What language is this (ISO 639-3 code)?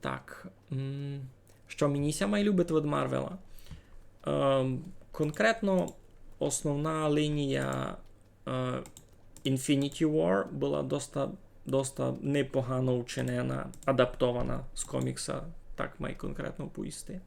rue